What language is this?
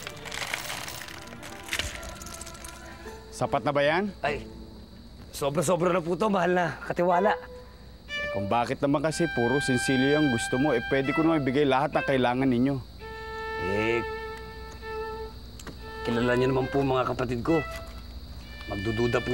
Filipino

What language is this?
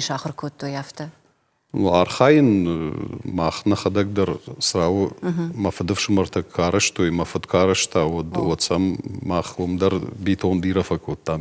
Ossetic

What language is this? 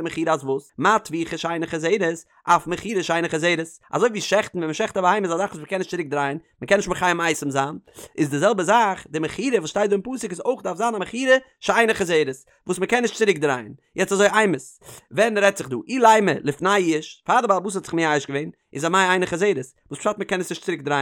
Yiddish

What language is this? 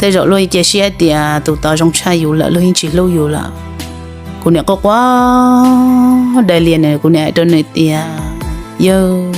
Hmong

